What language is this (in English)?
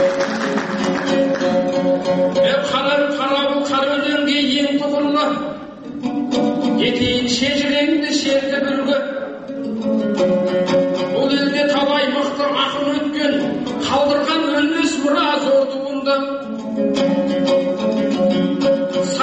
Kazakh